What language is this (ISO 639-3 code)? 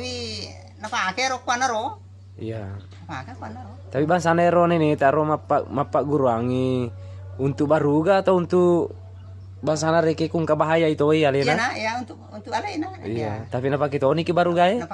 bug